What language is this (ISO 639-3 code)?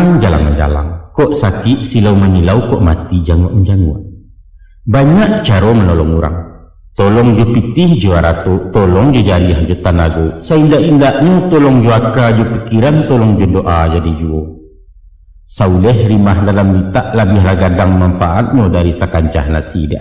min